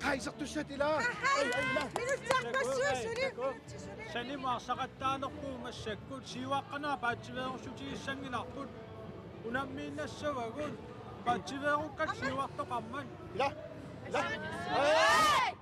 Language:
Kalaallisut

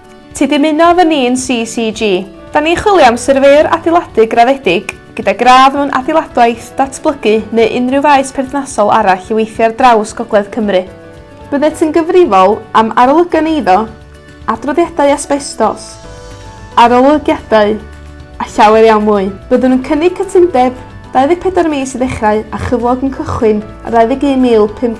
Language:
Welsh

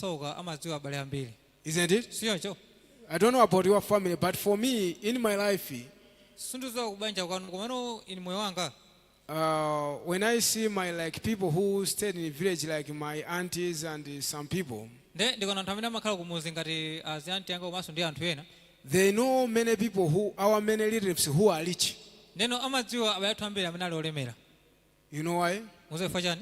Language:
Nyanja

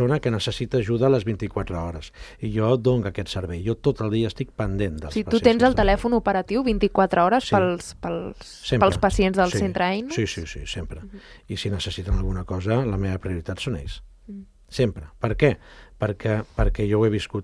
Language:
Catalan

